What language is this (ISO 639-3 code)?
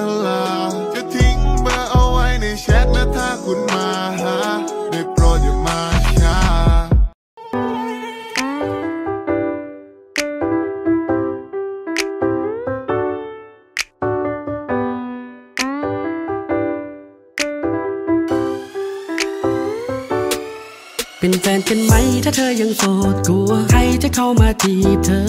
tha